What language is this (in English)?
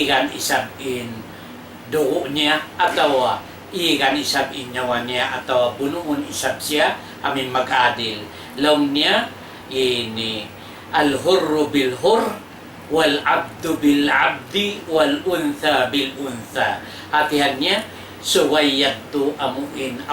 Tausug